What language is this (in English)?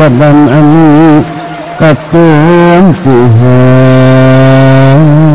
Sundanese